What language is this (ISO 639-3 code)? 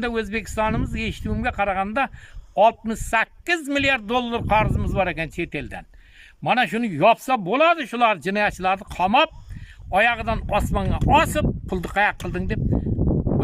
uzb